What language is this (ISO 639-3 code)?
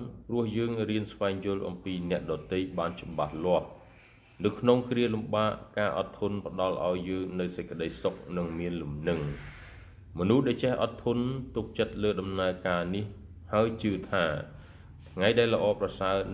khm